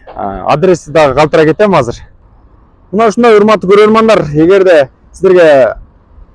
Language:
Kyrgyz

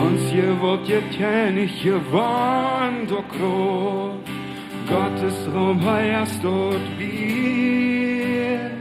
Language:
Plautdietsch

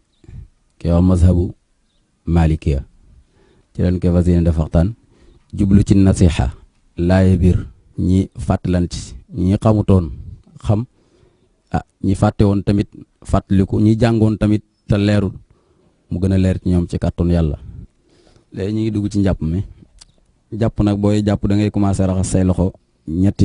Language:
Wolof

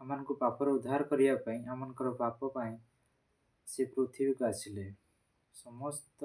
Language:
Odia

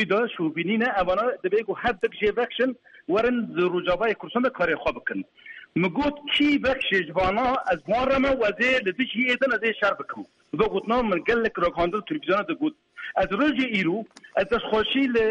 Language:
Kurdish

